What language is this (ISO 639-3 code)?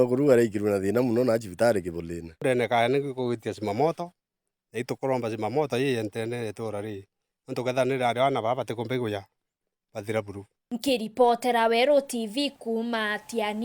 mer